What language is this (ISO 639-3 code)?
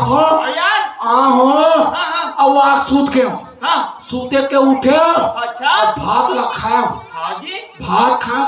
hne